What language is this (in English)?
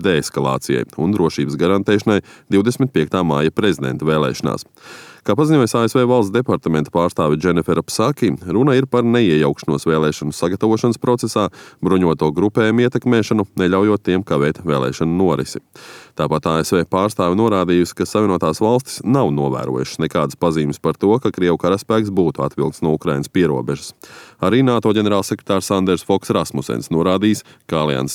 Latvian